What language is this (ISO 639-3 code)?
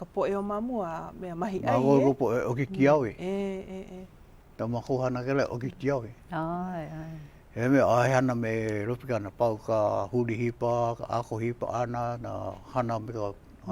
haw